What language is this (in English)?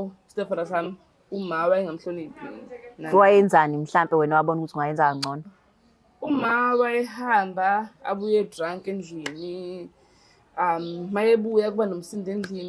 Zulu